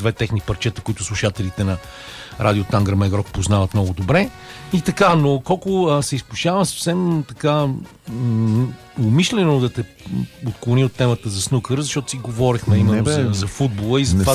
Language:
Bulgarian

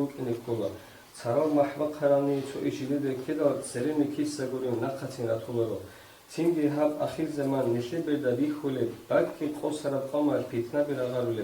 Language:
Avaric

